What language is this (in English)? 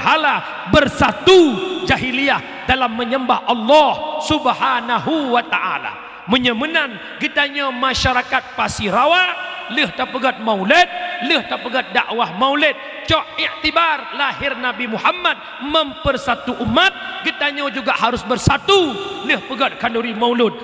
Achinese